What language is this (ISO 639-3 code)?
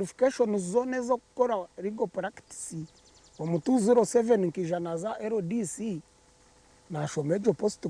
nyn